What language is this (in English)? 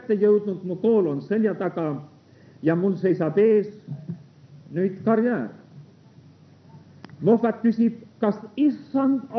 Estonian